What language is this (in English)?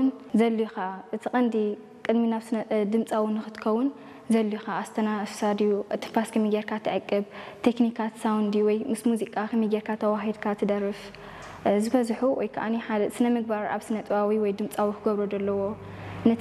Tigrinya